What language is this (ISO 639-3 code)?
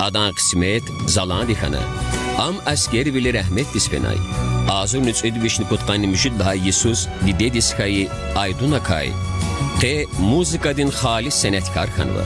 lez